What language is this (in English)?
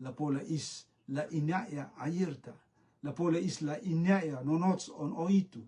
Rotuman